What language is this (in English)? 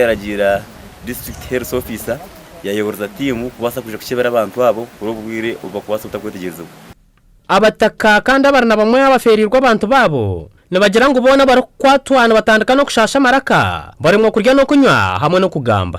Nyankole